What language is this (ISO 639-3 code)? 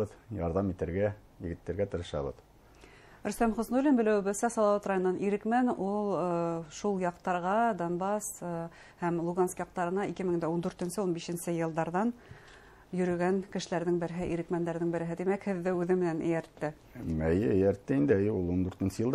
bak